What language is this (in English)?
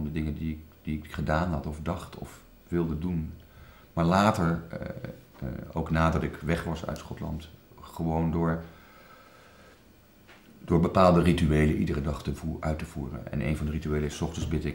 Dutch